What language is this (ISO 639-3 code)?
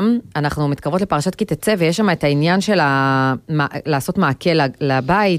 heb